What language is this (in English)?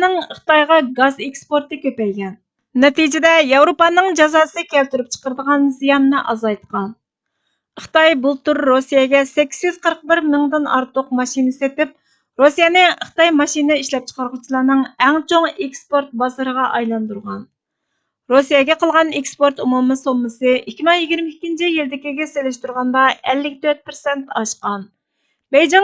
Uyghur